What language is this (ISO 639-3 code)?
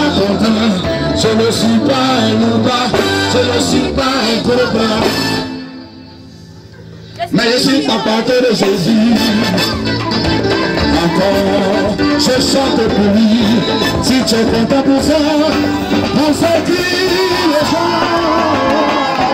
fra